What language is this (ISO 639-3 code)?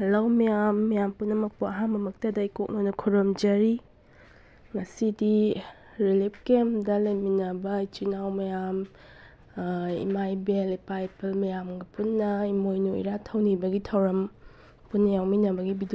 mni